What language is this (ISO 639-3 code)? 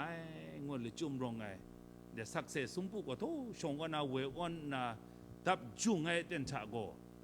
kac